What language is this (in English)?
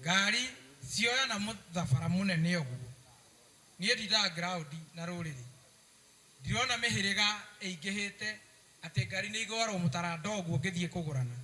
Kikuyu